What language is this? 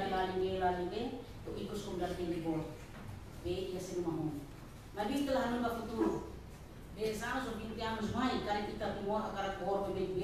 Tetum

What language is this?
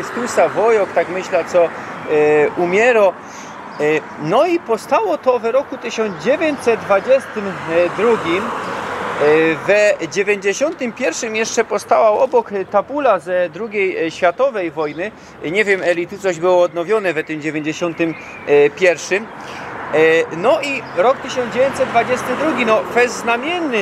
Silesian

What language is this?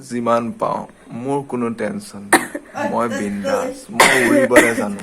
Assamese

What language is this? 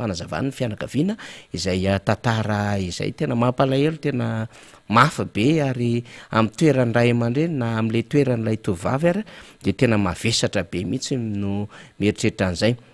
Malagasy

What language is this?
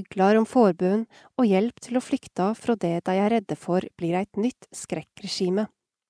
Norwegian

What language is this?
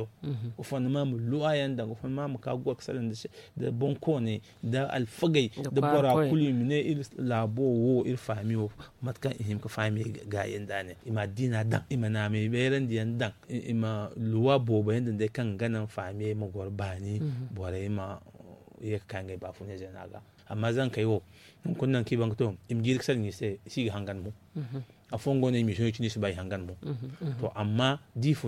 Zarma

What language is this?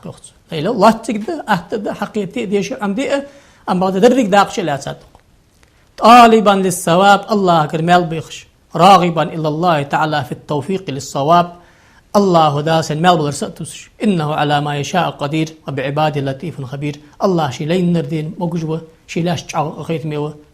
Ingush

